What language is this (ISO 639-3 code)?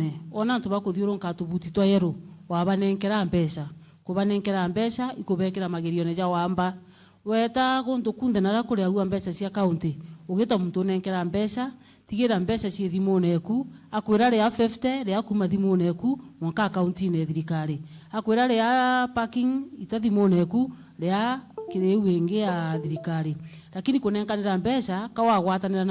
mer